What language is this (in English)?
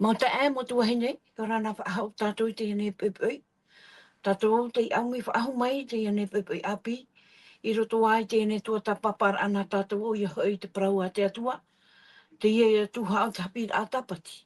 Tahitian